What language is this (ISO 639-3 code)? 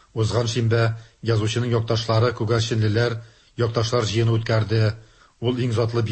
tat